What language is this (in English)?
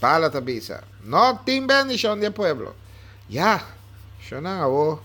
Papiamento